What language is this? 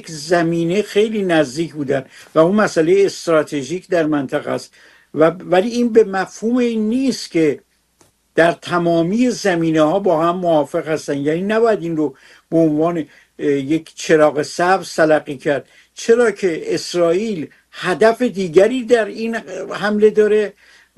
Persian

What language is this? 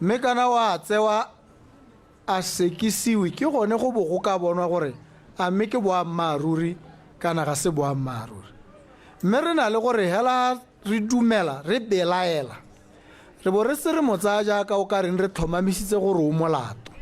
Tswana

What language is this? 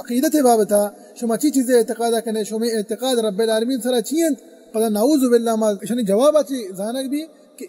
Baluchi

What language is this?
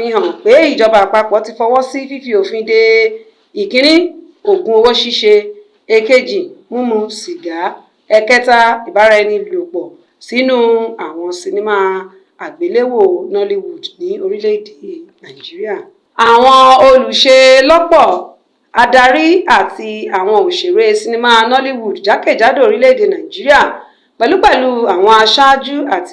Yoruba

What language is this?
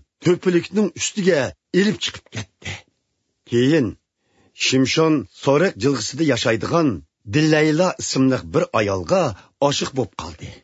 Uyghur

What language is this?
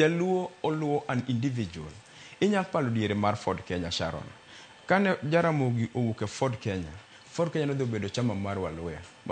Luo (Kenya and Tanzania)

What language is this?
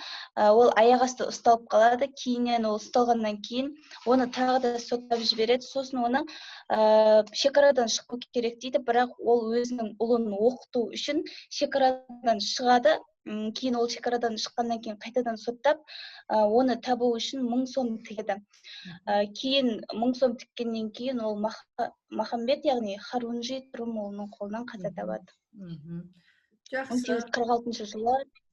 Kazakh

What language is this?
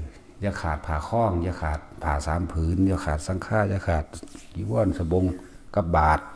Northeastern Thai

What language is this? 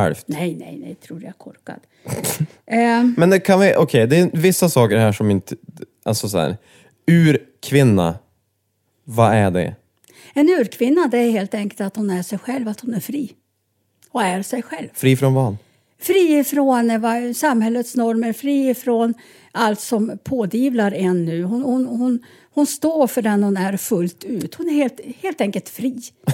Swedish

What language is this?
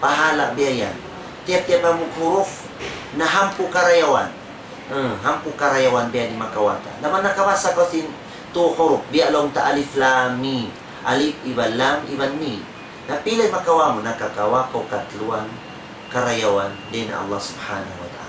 Tausug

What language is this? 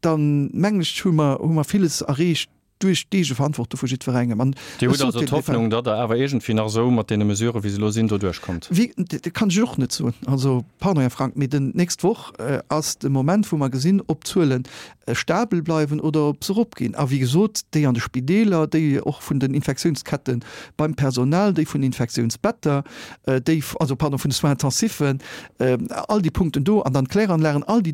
Luxembourgish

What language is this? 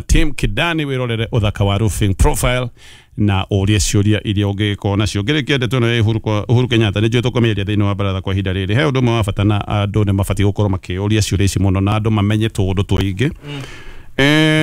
Kikuyu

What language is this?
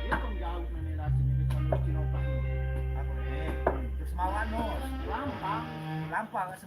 Sasak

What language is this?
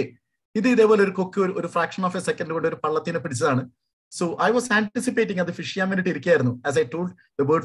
Malayalam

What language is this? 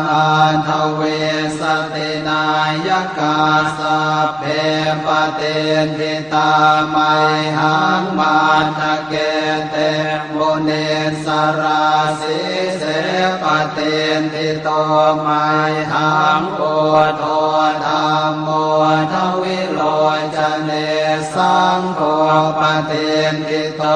Pali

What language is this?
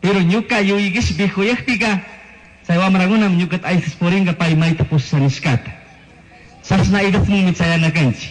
Chimborazo Highland Quichua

